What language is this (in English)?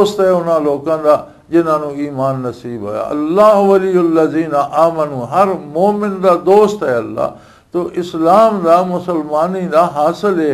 Western Panjabi